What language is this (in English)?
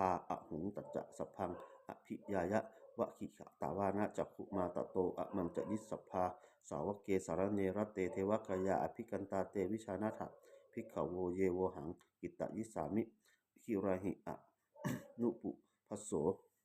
Pali